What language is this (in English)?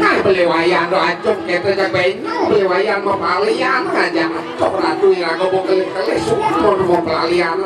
Balinese